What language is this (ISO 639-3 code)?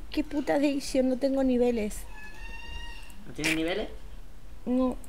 spa